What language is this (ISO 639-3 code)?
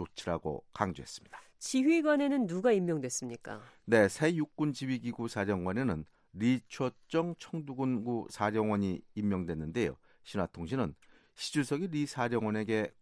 kor